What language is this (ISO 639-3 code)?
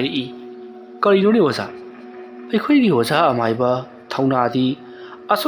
mni